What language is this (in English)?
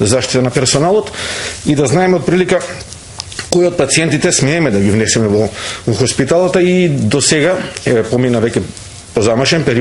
Macedonian